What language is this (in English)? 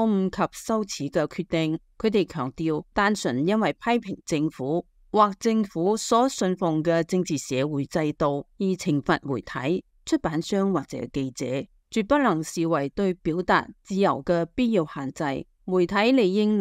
Cantonese